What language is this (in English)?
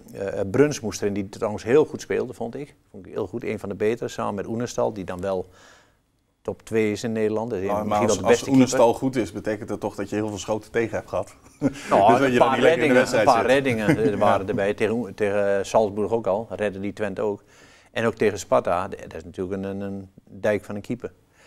Dutch